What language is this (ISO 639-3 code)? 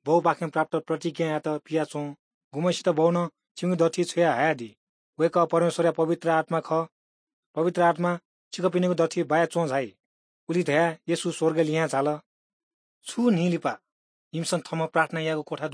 new